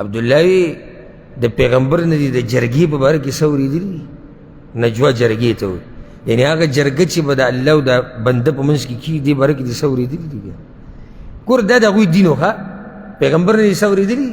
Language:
Pashto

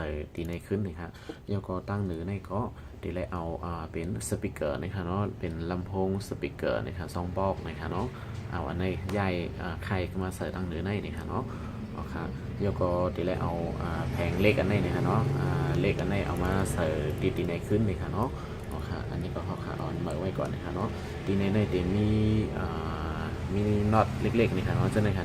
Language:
Shan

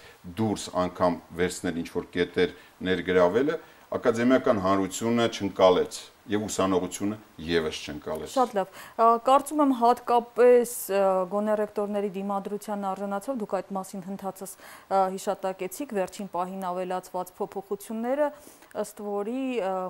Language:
Armenian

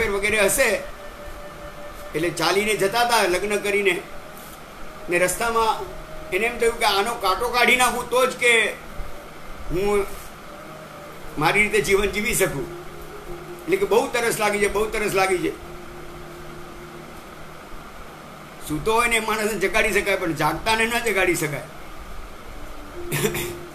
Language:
Gujarati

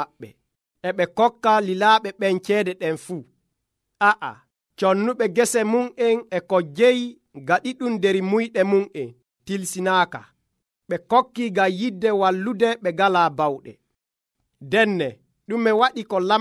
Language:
Nigerian Fulfulde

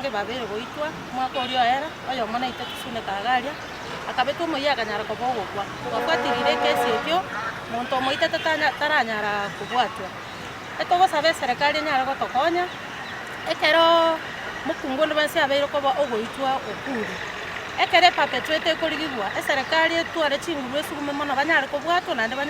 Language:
Gusii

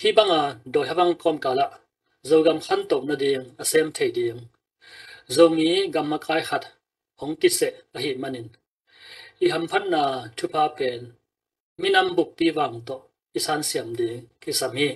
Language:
Tedim Chin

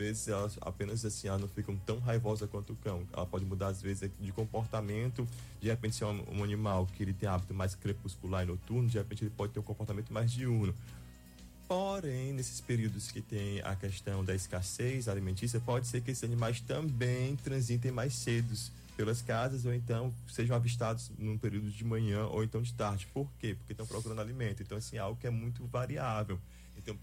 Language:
Portuguese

